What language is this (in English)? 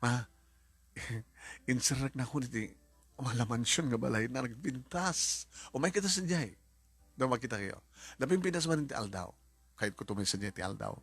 Iloko